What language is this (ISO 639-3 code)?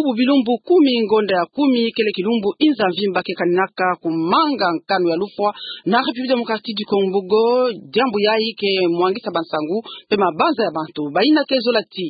ktu